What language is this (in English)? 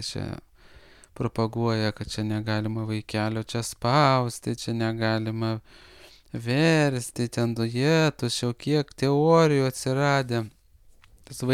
Lithuanian